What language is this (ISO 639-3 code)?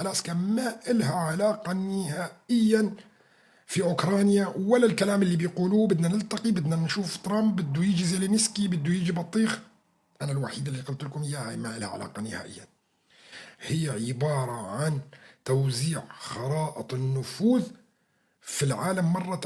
apc